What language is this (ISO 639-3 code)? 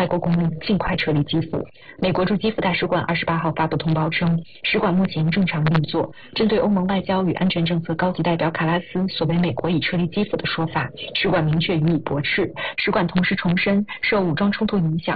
zho